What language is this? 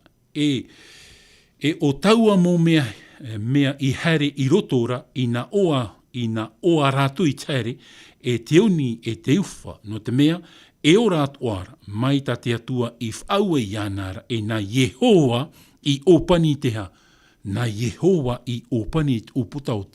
Tahitian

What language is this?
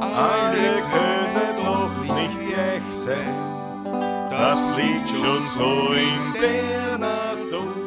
Bavarian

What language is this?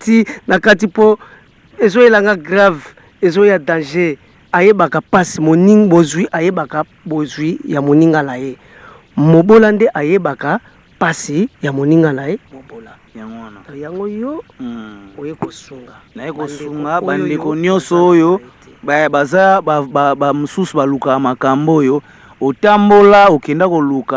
Lingala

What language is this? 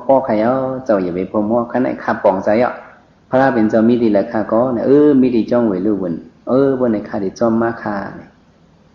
Shan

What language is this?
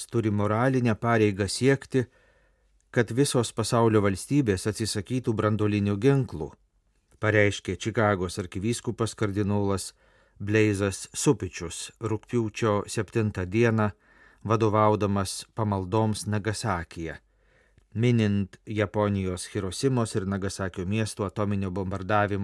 Lithuanian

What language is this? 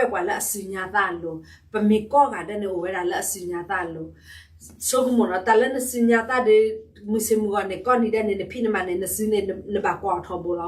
S'gaw Karen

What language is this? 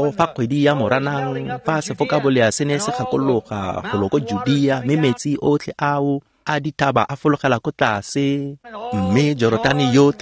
Tswana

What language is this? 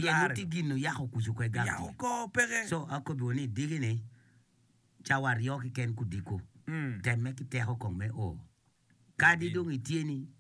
Acoli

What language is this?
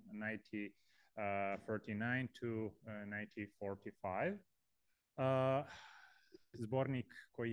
Serbian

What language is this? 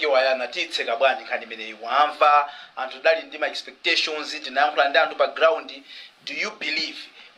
Nyanja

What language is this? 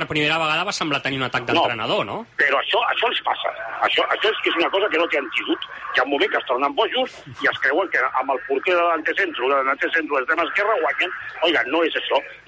Catalan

